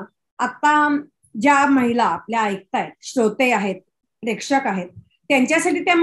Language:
Marathi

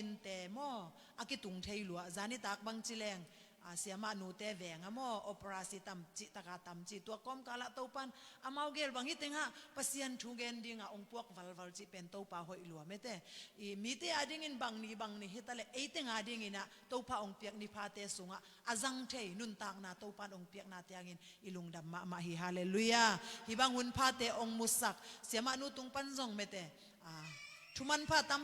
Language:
Tedim Chin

